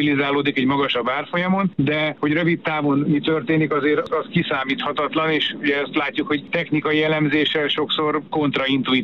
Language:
Hungarian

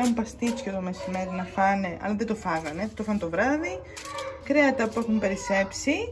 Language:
Greek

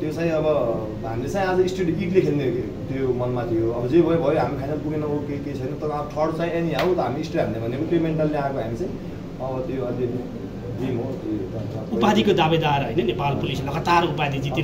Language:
Nepali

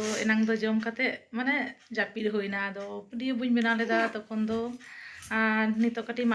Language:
Santali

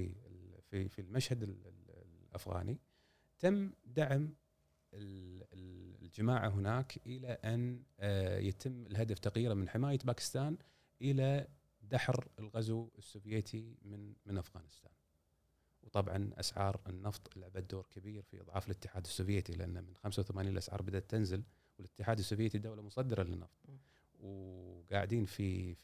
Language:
Gulf Arabic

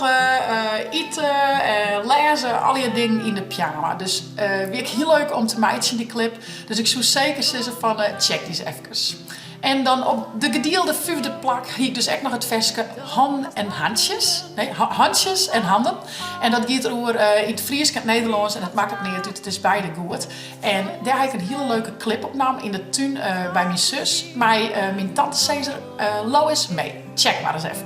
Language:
Western Frisian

